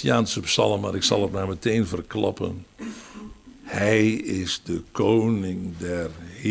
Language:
Dutch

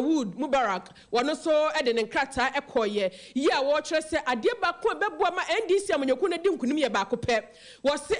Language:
Akan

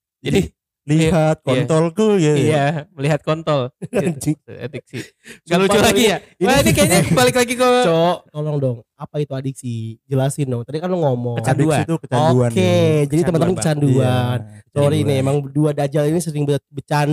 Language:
Indonesian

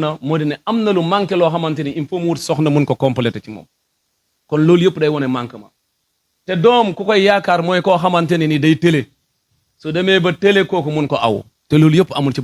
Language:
Wolof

